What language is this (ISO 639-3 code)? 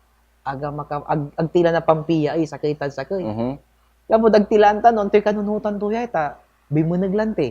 pag